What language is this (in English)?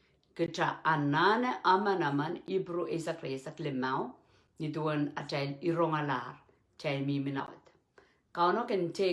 Pohnpeian